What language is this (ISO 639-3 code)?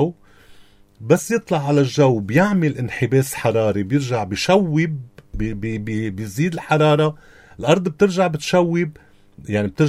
apc